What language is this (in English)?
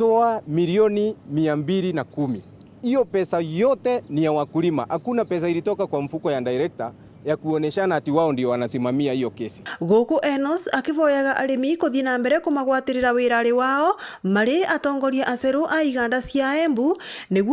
Meru